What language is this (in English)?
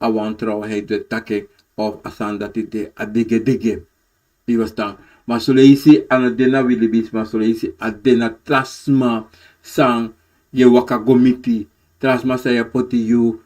Sranan Tongo